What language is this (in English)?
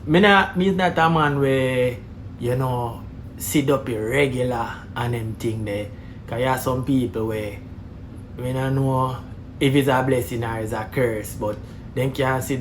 Jamaican Creole English